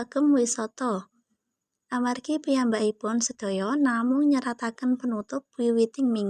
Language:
Javanese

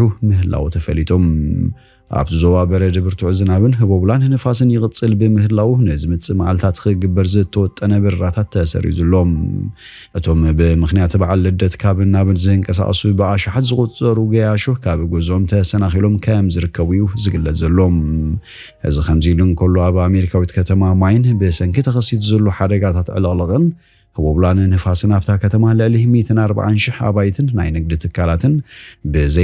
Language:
Tigrinya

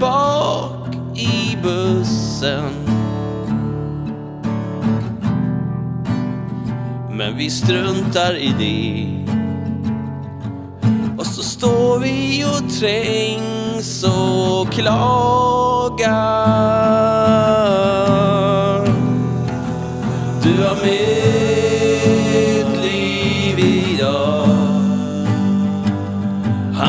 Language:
Swedish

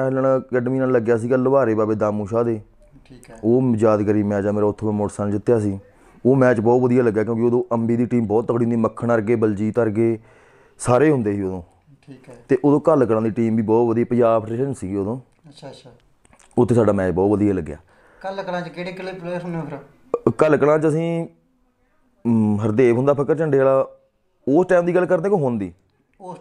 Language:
Punjabi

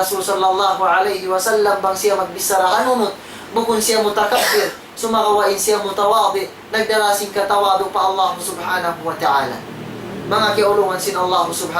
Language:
Tausug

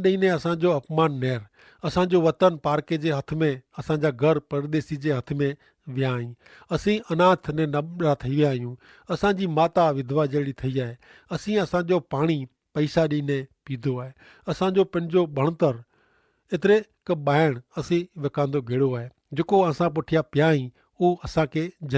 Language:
Kachhi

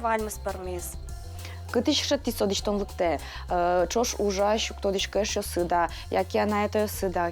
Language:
Udmurt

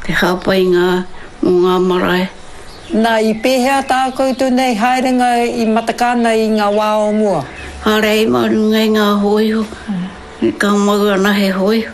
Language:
Māori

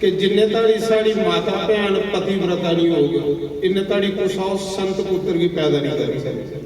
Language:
Dogri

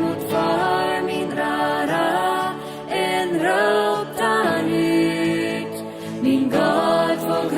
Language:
Plautdietsch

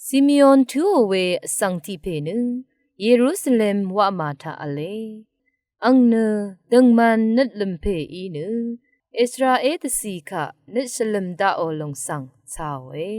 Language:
Rawang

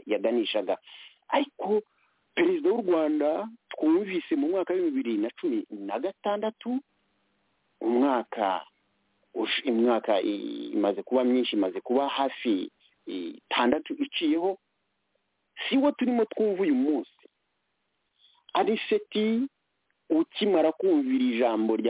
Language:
Kinyarwanda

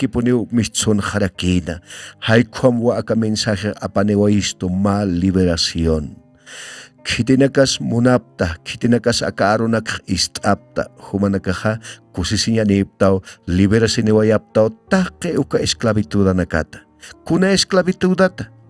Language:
Aymara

